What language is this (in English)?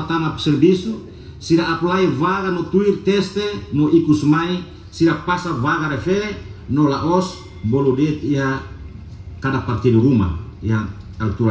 Tetum